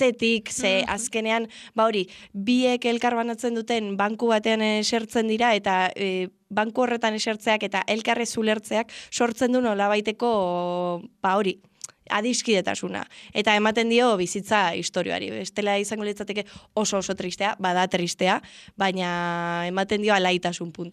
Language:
Basque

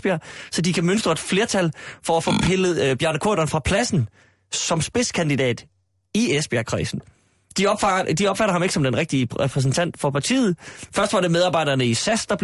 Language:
Danish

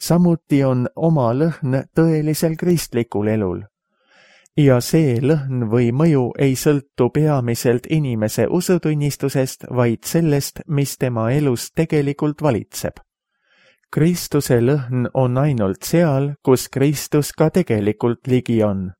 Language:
Estonian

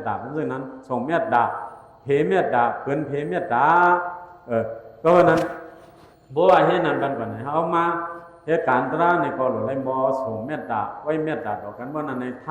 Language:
Shan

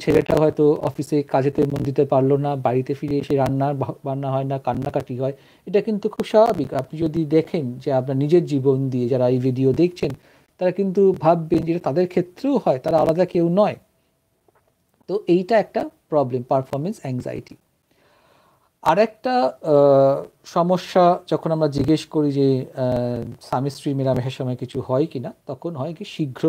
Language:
Bangla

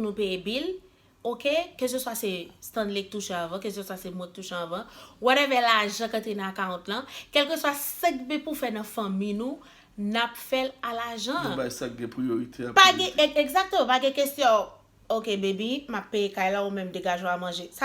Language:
Haitian Creole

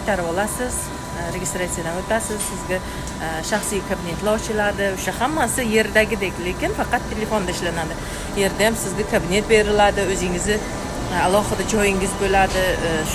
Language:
Uzbek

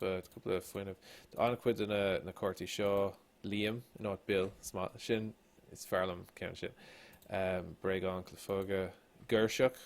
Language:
Irish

